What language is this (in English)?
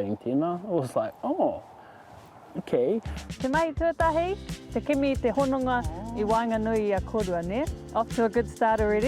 Māori